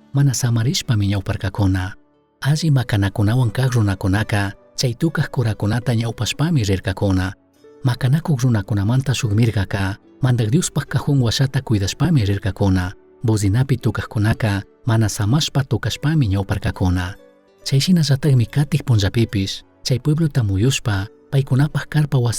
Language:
Chimborazo Highland Quichua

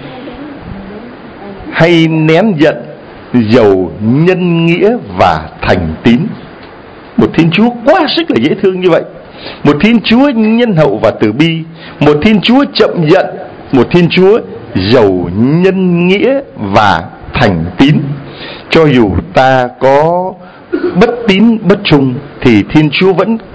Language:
Vietnamese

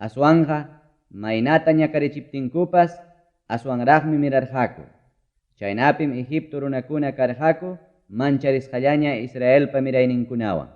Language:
Ayacucho Quechua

